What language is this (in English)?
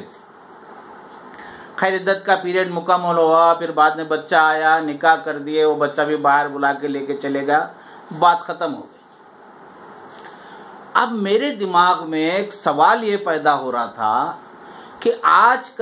Urdu